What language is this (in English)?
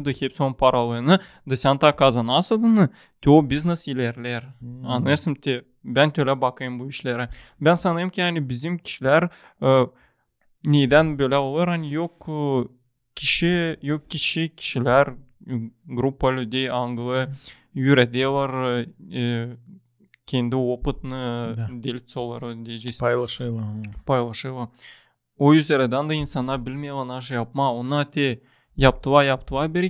Gagauz